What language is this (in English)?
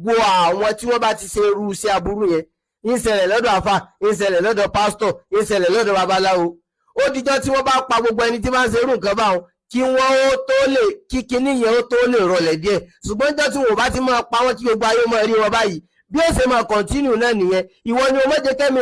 Yoruba